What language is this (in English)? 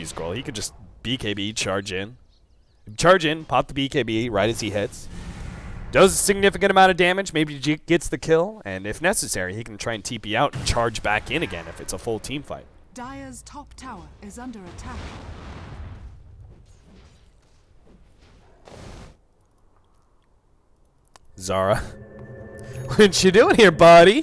English